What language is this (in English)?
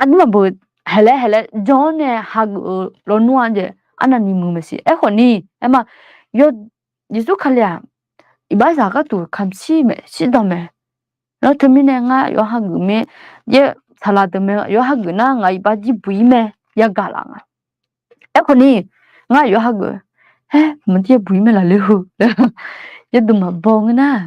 Akha